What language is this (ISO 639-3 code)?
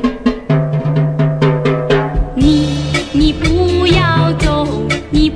zho